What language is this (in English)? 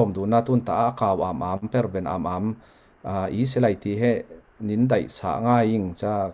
Falam Chin